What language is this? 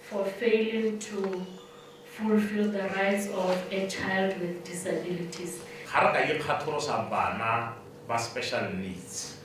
Tswana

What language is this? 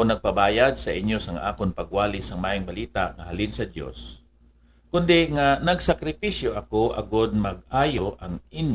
Hiligaynon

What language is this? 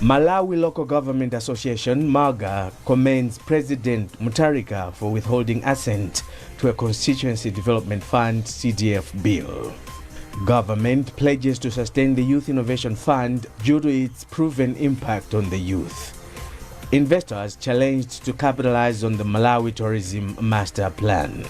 English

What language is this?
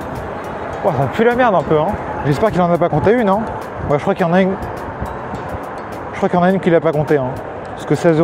French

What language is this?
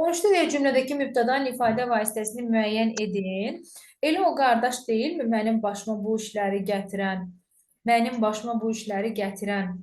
Azerbaijani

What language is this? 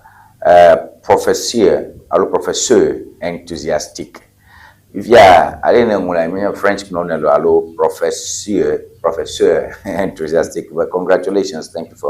Ewe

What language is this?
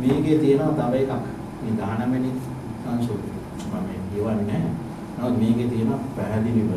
Sinhala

